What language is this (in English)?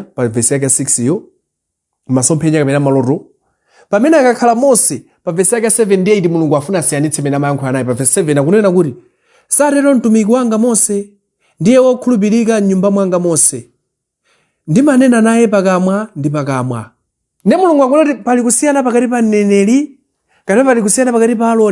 Nyanja